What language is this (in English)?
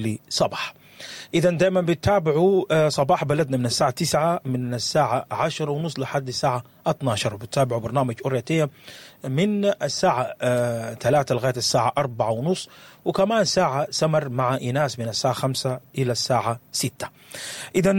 Sudanese Arabic